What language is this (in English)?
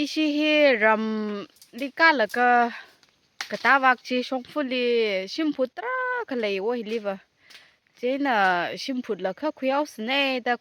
Tangkhul Naga (India)